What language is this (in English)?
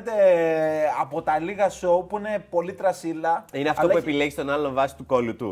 Greek